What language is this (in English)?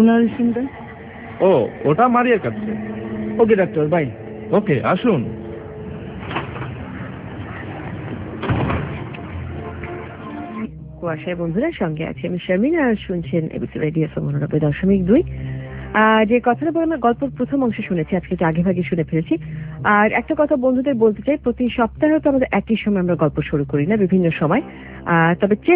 Bangla